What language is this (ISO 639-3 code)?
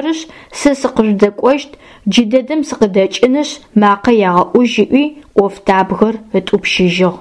ady